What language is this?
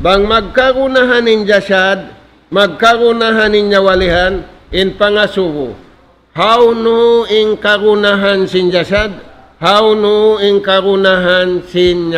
Tausug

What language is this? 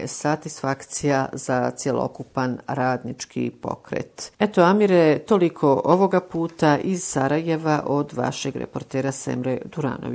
Bosnian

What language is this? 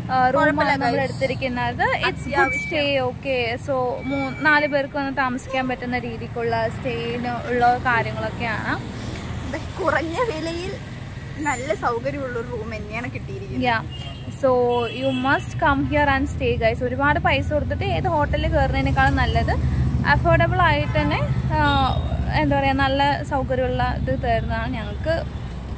Malayalam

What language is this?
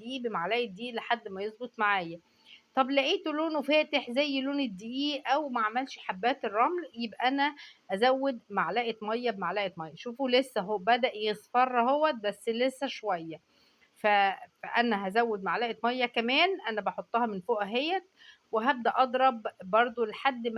Egyptian Arabic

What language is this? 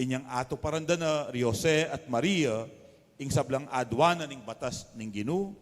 Pampanga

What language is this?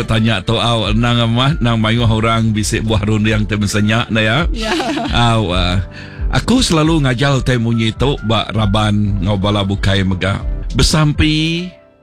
Iban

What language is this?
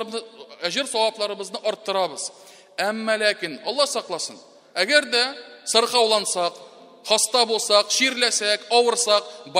Tatar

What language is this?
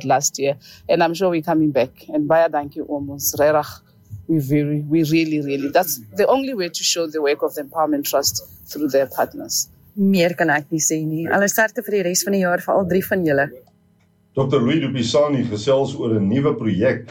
Afrikaans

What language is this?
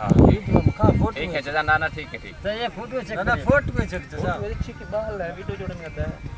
Saraiki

